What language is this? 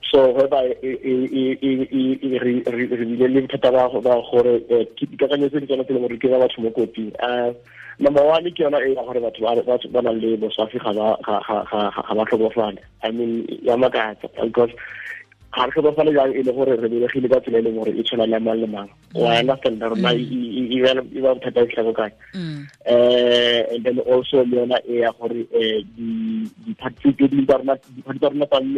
Tswana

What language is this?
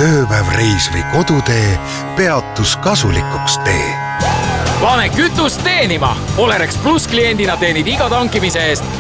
Estonian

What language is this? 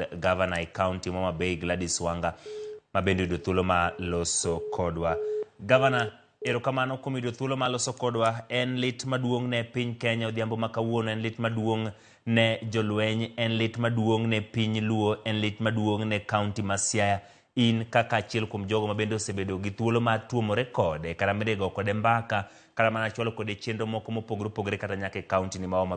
Luo (Kenya and Tanzania)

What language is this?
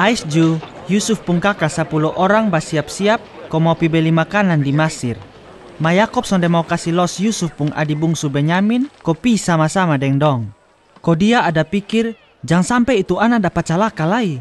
Kupang Malay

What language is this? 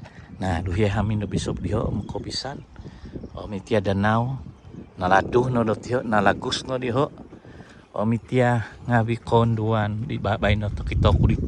Central Dusun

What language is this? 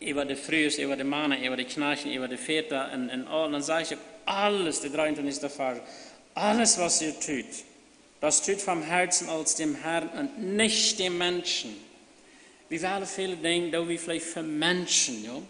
Plautdietsch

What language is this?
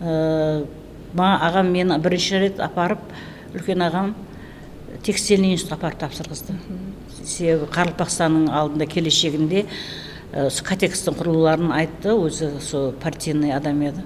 Kara-Kalpak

